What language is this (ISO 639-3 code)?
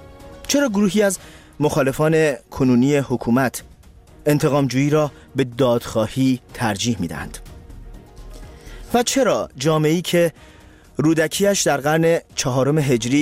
fas